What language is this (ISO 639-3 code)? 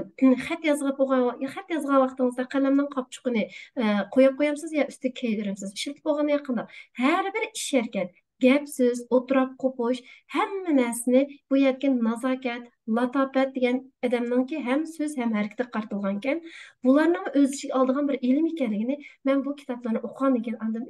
uig